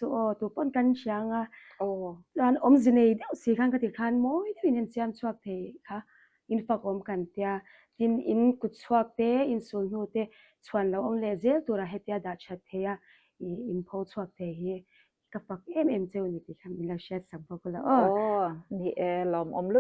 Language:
Mizo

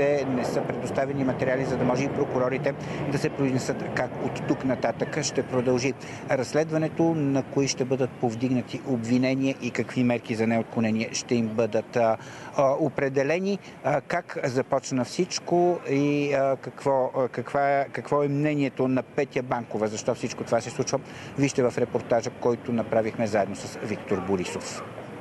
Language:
Bulgarian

